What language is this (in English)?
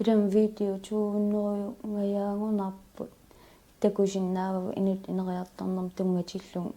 Kalaallisut